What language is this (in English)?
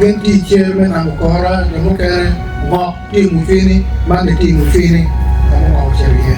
Acoli